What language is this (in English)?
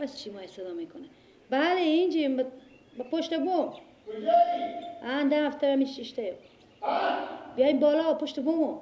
Persian